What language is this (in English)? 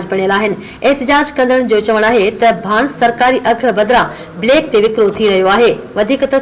Sindhi